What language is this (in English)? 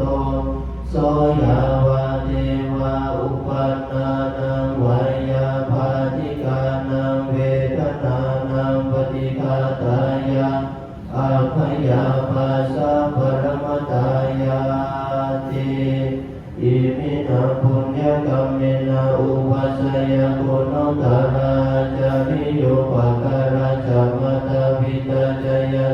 Pali